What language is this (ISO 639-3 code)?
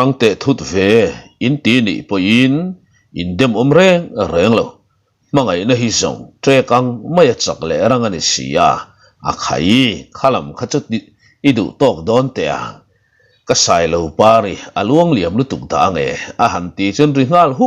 lus